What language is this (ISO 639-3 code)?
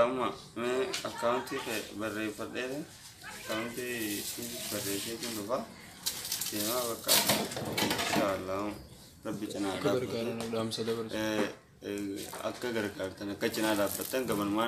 orm